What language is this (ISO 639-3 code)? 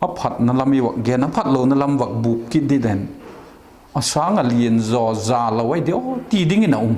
vap